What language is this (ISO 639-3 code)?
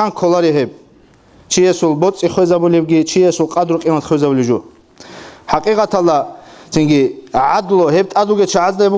ava